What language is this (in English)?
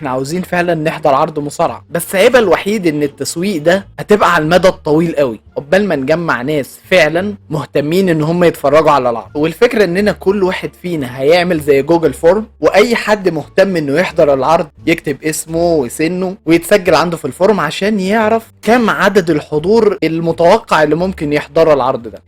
Egyptian Arabic